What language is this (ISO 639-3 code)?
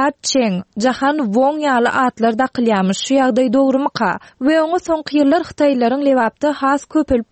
tuk